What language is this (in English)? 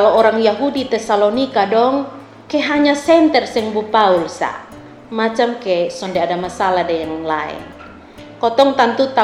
Kupang Malay